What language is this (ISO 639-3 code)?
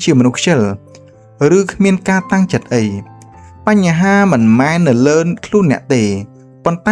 khm